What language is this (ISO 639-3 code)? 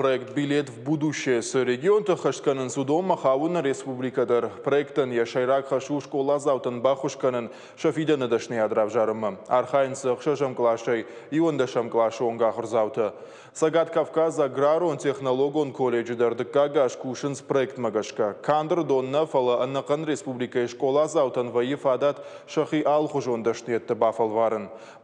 oss